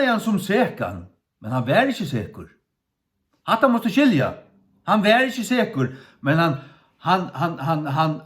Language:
Faroese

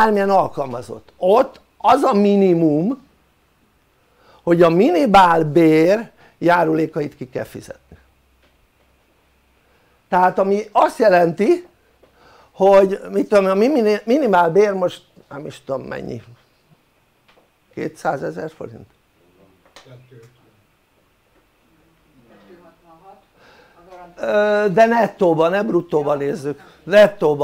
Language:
Hungarian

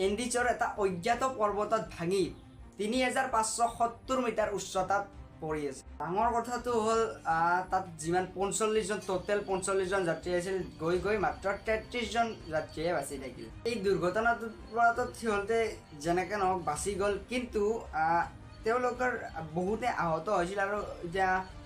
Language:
Assamese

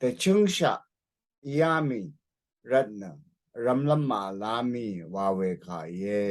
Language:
Rawang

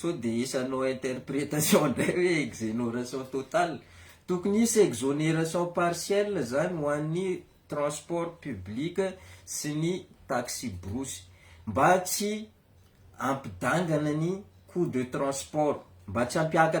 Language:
Malagasy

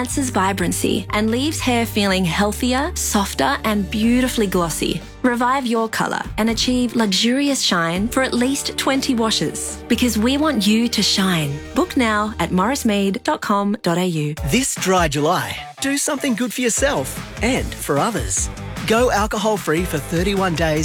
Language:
English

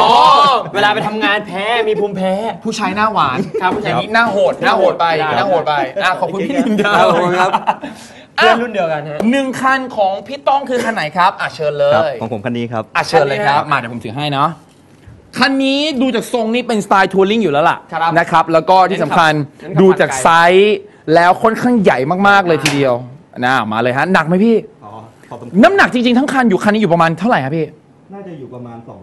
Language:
Thai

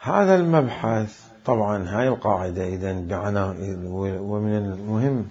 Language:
Mesopotamian Arabic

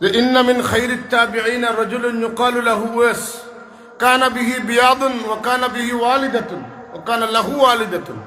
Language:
Sylheti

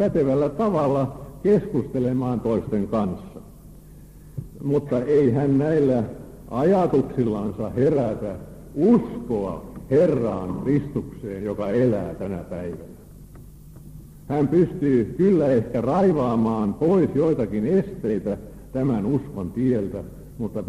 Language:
Finnish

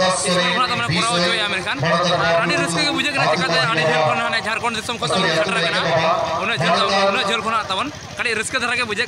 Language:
Santali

